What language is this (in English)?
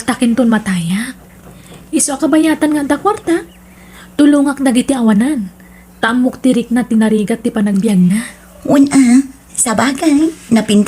Iloko